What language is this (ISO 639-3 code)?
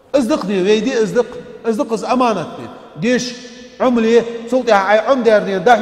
inh